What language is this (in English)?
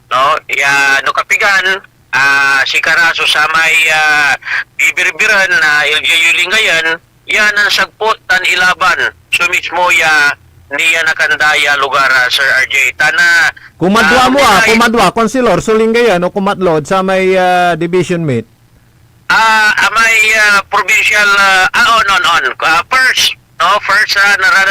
Pangasinan